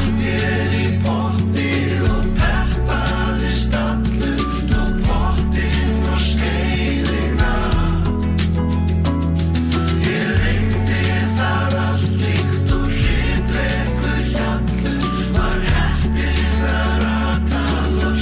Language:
Icelandic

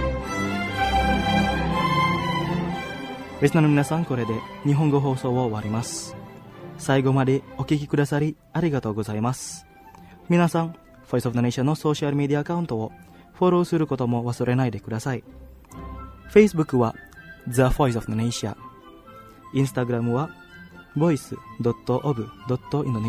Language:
Japanese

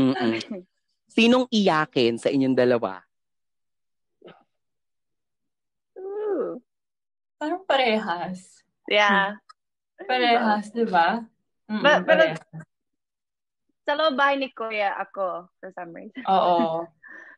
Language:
Filipino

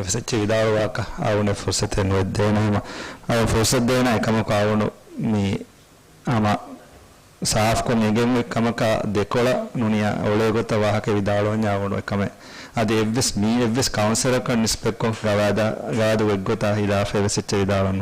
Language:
Divehi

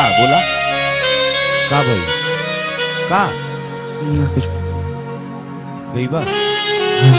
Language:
Bhojpuri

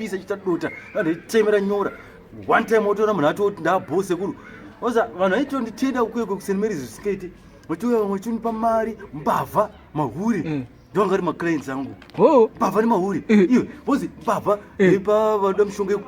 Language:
Shona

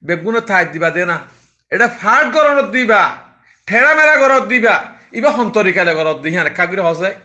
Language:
Rohingya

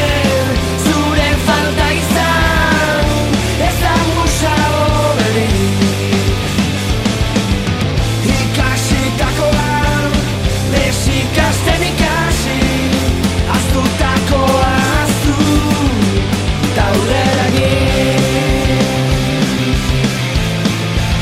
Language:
Basque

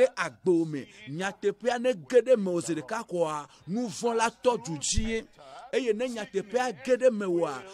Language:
Ewe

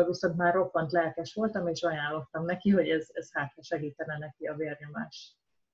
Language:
Hungarian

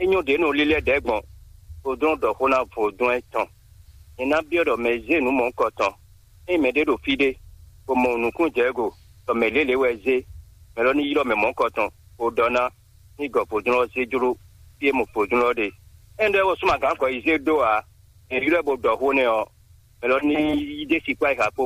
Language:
Fon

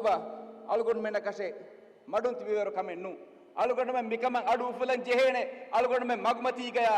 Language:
Divehi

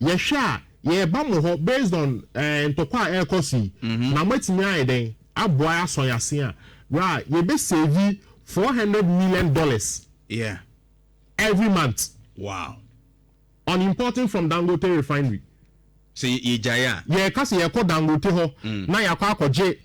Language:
Akan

